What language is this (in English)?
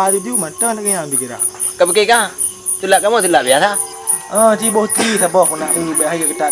Achinese